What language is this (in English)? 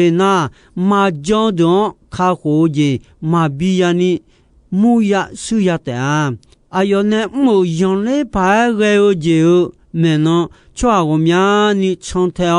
Akha